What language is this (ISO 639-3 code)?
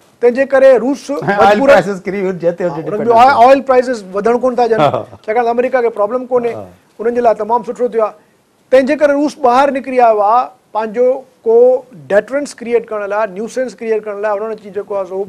snd